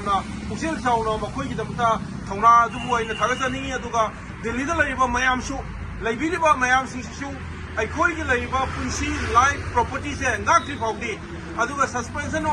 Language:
Manipuri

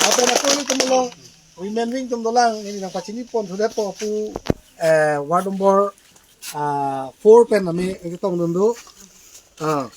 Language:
Karbi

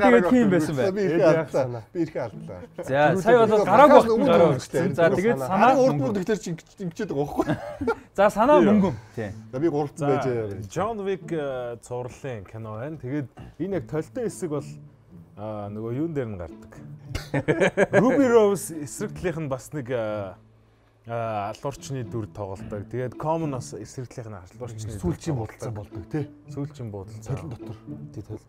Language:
Mongolian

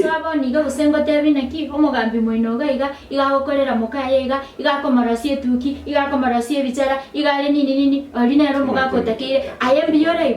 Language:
Gusii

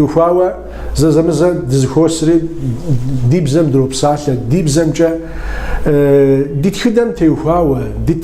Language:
Kabardian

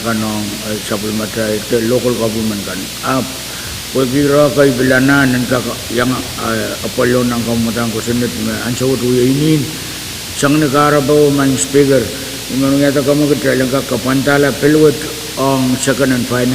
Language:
Pohnpeian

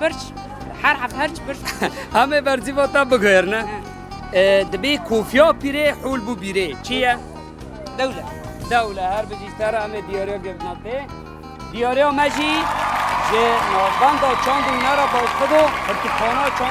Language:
Kurdish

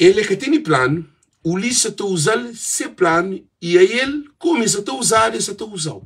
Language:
Kabuverdianu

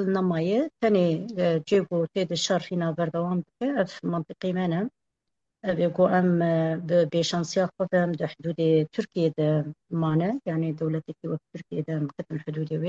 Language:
Kurdish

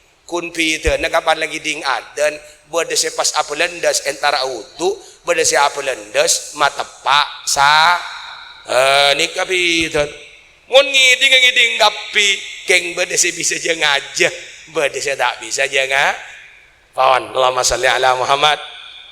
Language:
Madurese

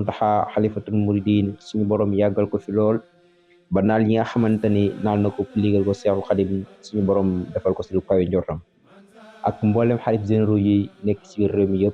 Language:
Wolof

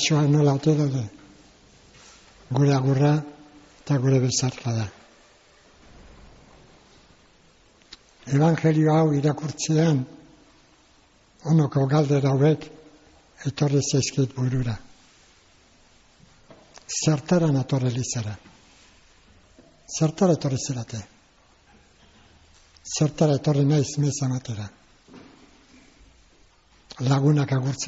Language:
Basque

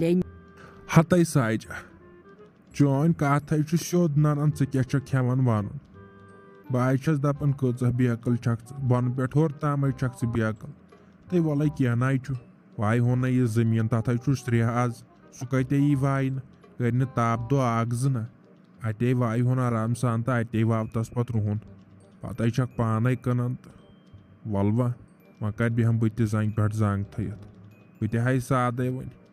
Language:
Kashmiri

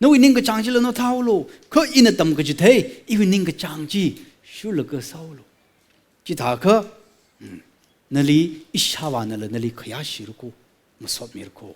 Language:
Tangkhul Naga (India)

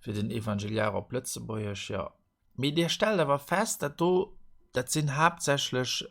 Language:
Luxembourgish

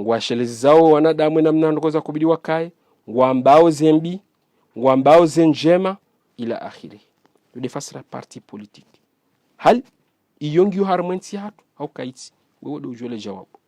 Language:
Ngazidja Comorian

